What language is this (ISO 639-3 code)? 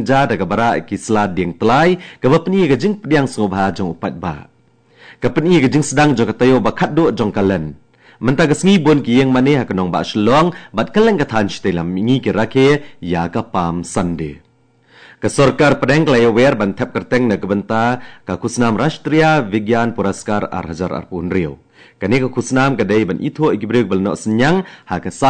kha